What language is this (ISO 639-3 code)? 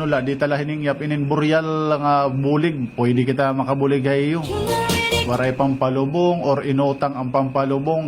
war